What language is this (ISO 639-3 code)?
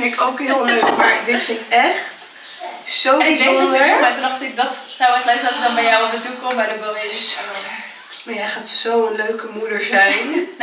nld